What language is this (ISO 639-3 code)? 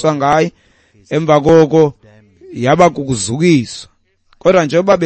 xho